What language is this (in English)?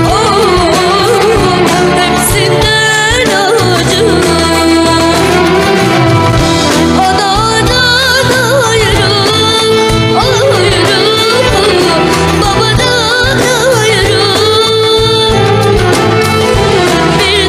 Turkish